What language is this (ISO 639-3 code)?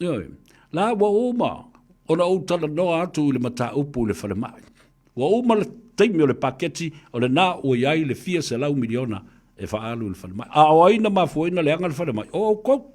smo